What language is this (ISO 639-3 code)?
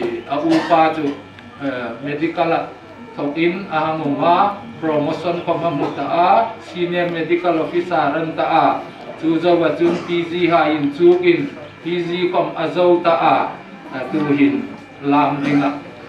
hmr